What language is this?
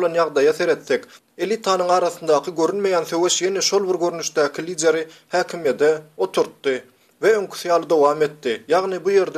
Turkmen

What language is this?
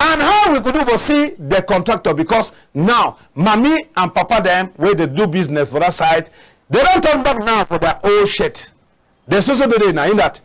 Cameroon Pidgin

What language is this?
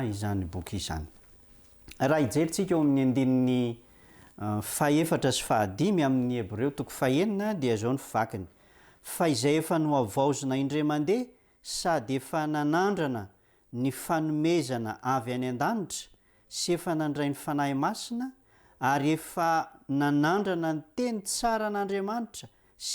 Malagasy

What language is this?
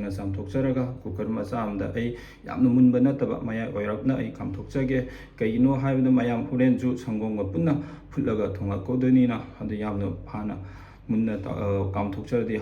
Manipuri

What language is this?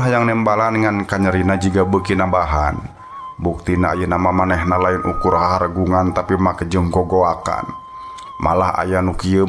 Sundanese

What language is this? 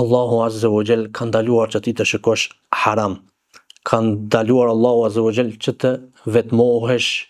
Albanian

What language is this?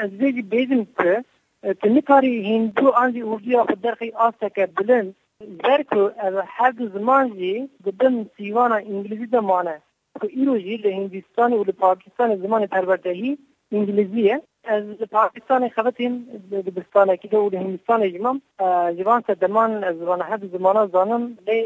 Kurdish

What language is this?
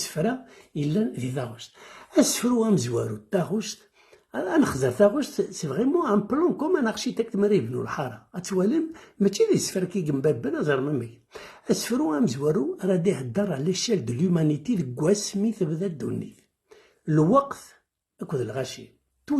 Kabyle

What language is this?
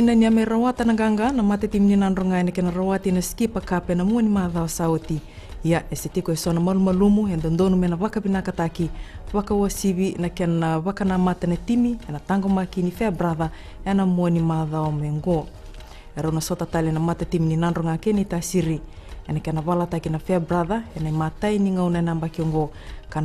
Fijian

